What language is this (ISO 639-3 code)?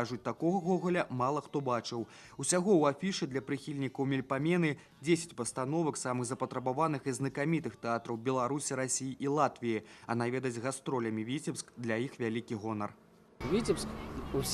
bel